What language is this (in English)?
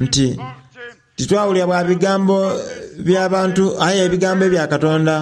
Soga